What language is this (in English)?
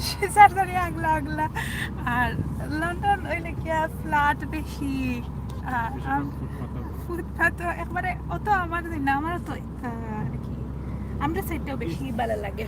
Sylheti